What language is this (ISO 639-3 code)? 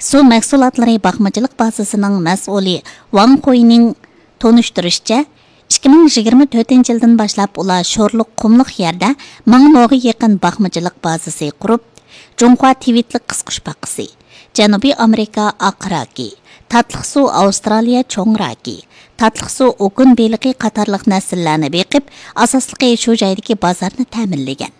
uig